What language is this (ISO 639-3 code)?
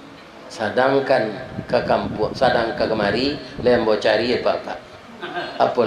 min